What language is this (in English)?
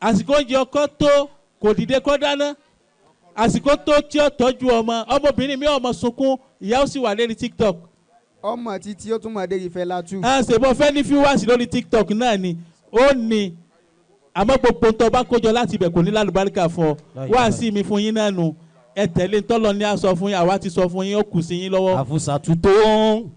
Yoruba